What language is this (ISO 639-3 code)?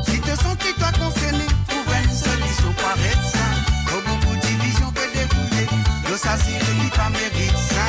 mfe